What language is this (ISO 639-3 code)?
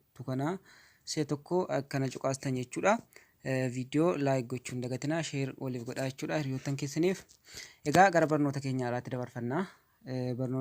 orm